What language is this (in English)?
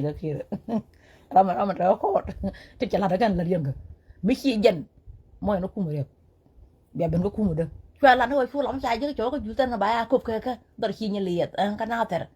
Nuer